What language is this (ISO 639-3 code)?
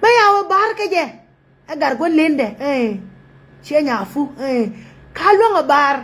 nus